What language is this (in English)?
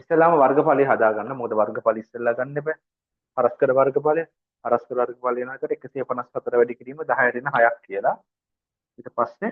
Sinhala